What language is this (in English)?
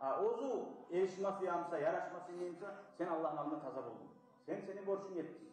Kumyk